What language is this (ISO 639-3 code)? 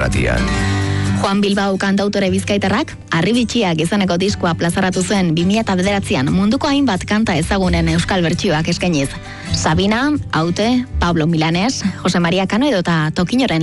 eus